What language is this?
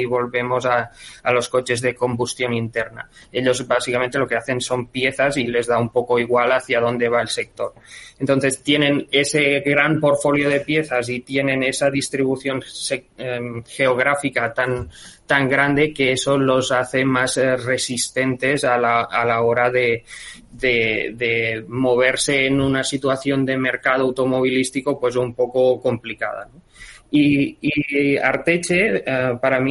Spanish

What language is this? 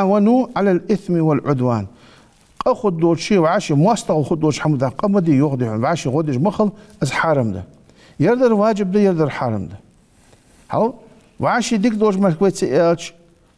Ingush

